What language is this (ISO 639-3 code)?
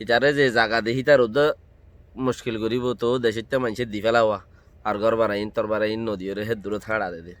rhg